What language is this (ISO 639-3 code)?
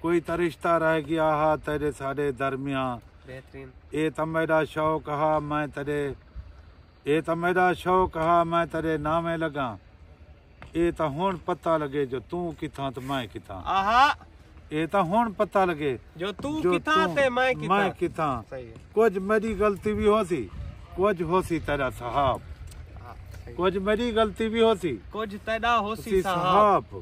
skr